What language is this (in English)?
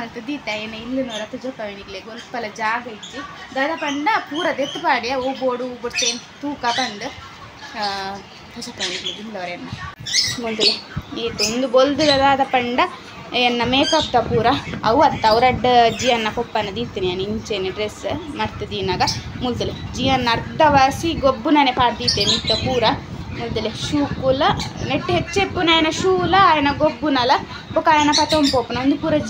Tulu